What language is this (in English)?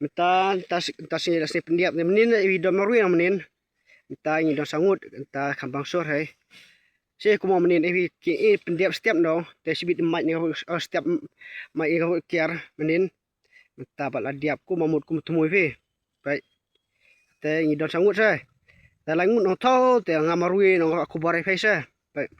Khasi